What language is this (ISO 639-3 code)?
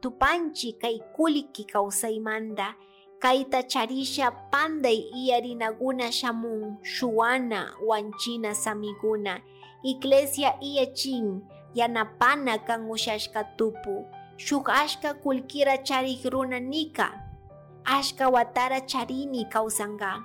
qug